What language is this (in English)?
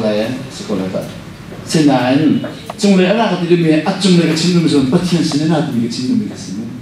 Hakha Chin